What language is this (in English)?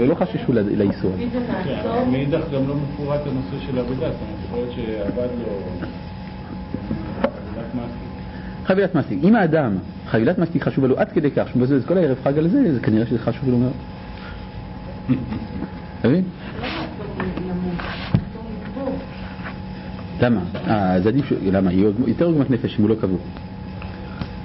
Hebrew